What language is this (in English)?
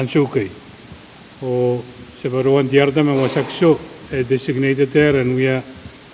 Pohnpeian